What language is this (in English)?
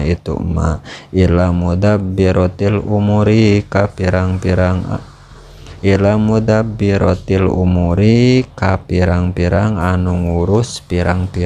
Sundanese